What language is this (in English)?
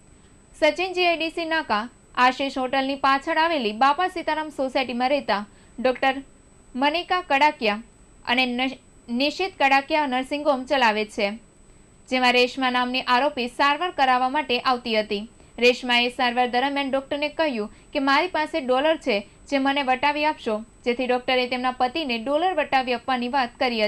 Gujarati